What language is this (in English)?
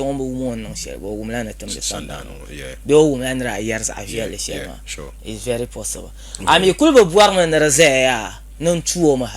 Dagbani